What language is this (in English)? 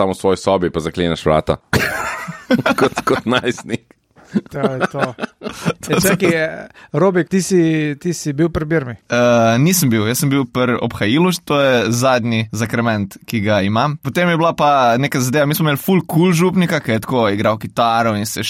Slovenian